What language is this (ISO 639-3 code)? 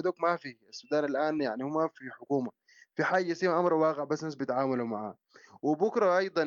apd